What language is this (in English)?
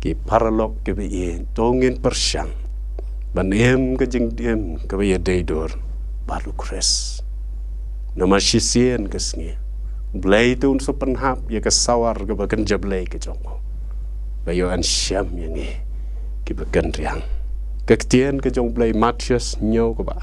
Khasi